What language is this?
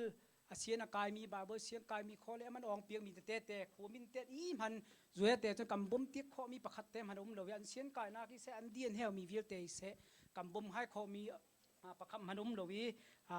Hakha Chin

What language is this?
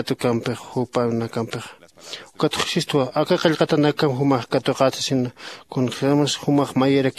Aymara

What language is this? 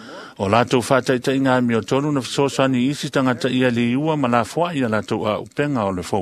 Samoan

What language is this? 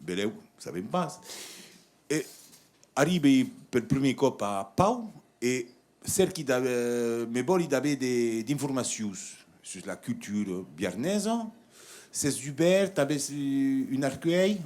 Occitan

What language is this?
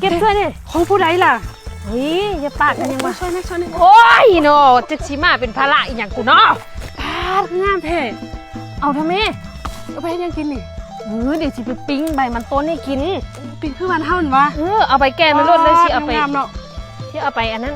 Lao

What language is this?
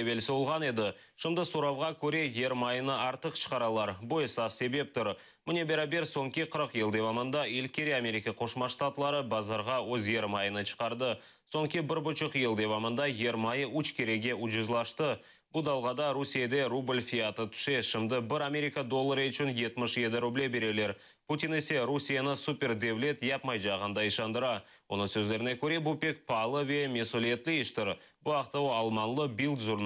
Crimean Tatar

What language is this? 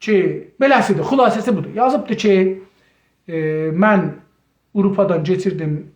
South Azerbaijani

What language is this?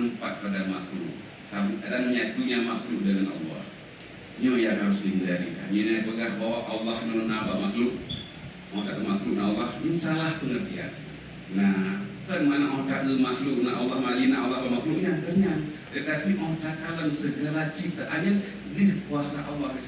Achinese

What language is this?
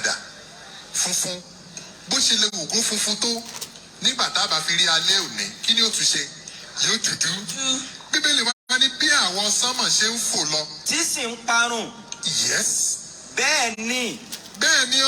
Yoruba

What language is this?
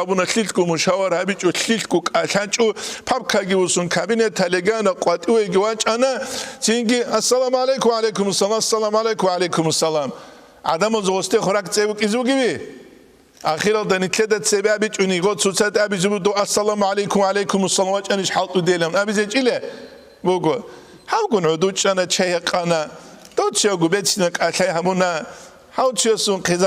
Avaric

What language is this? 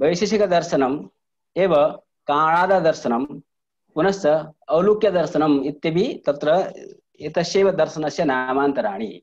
Sanskrit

